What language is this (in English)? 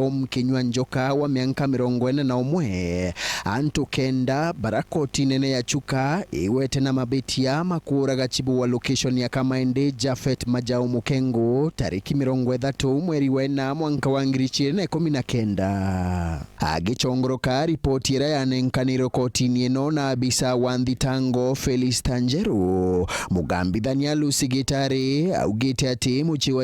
Meru